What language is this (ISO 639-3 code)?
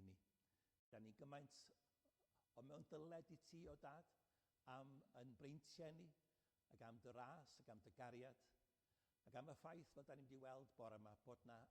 cym